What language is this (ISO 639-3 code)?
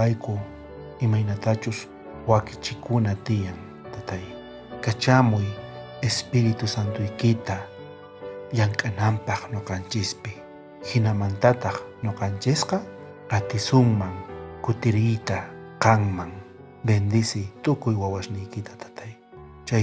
quh